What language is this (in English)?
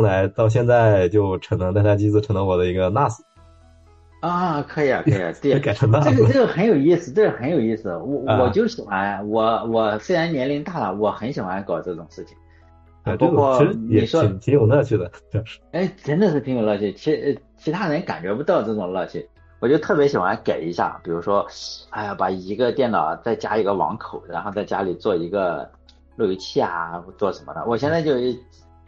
Chinese